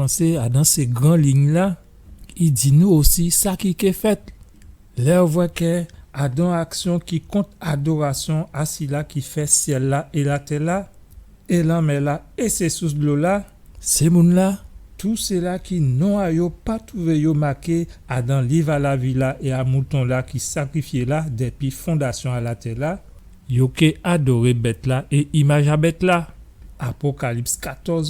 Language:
Guadeloupean Creole French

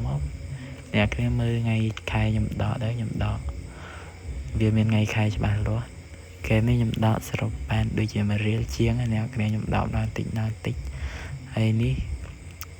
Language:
Khmer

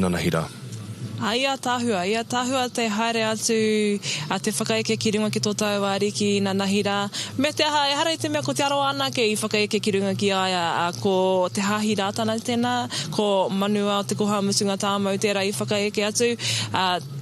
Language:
Māori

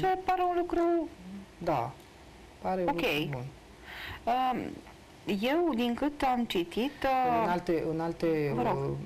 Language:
Romanian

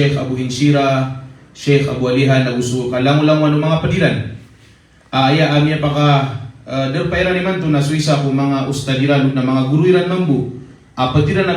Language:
Maranao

